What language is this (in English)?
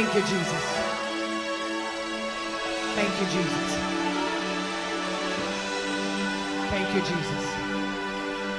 English